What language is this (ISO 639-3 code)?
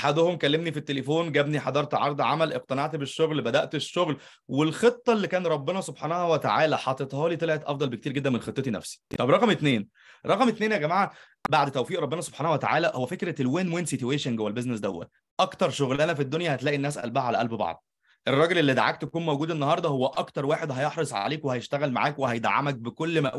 arz